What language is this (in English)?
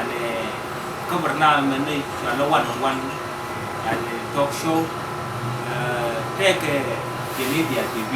Nuer